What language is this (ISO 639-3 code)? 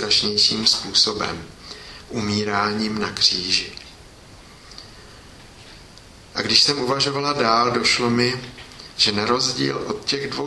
ces